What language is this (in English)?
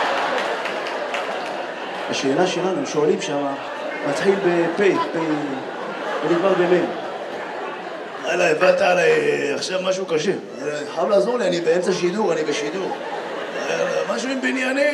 Hebrew